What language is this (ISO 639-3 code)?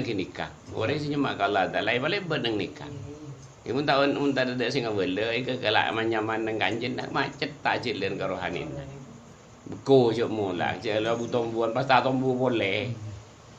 mad